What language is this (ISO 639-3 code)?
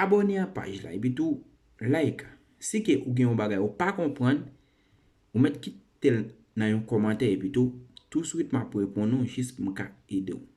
hat